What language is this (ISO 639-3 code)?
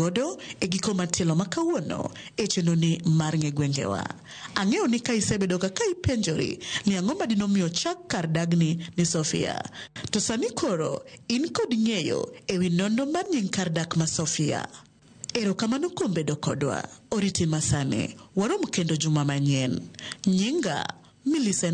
luo